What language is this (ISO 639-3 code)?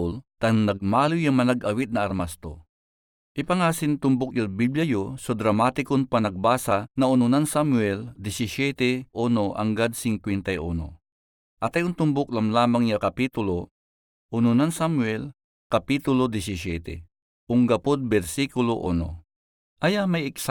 pag